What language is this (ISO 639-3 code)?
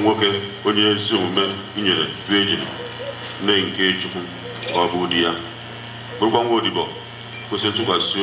ibo